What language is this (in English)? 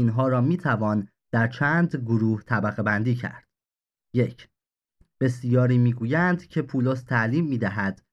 Persian